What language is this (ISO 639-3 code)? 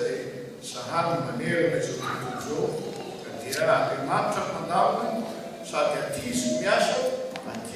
mlg